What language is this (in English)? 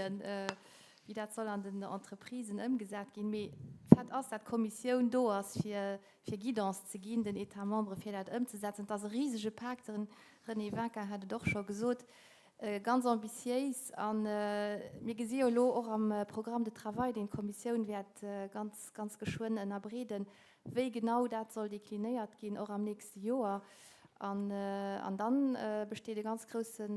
Luxembourgish